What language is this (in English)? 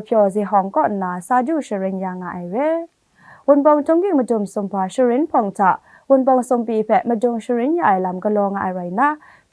Kachin